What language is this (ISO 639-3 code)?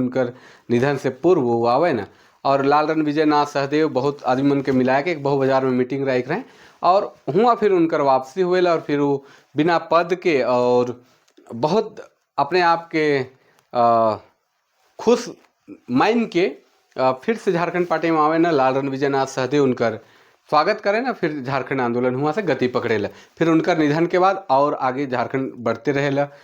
sck